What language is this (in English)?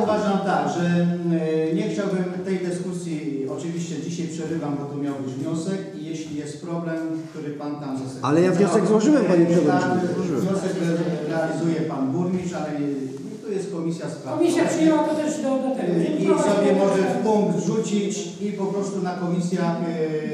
Polish